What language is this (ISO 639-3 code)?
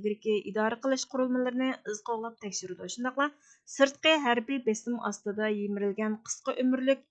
uig